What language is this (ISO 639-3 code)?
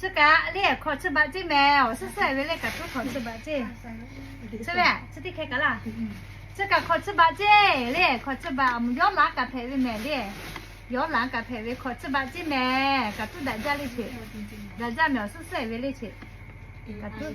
lhu